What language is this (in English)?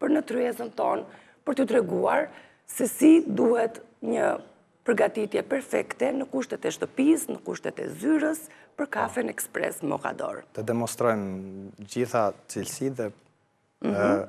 Albanian